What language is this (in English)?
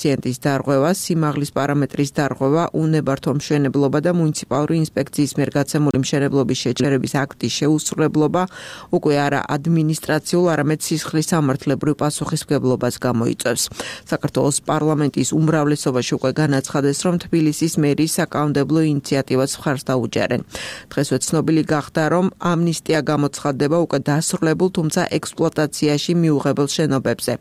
Georgian